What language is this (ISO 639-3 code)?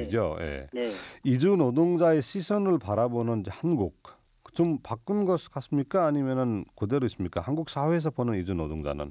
kor